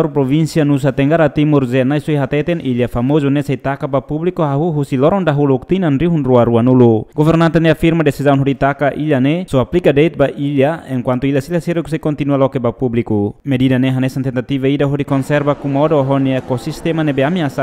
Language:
Tetum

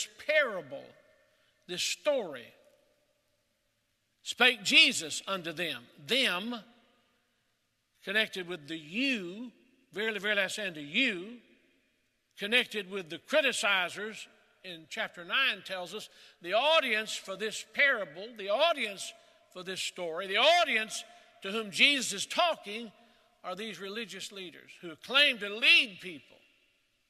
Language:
English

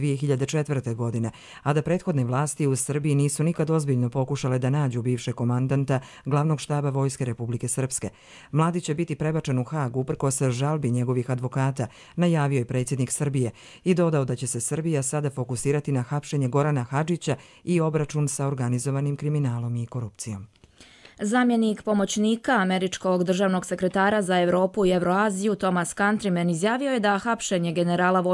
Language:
Croatian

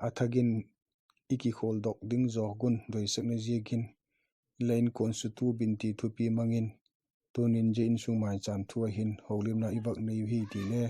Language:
Vaiphei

